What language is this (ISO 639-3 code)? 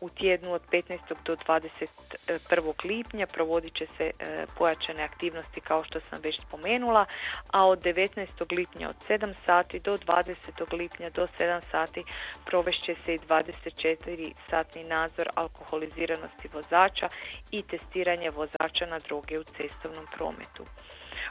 hrv